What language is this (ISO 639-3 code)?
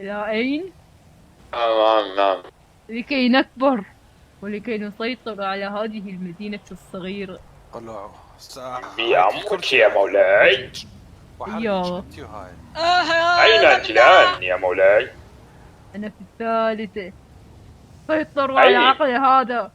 acm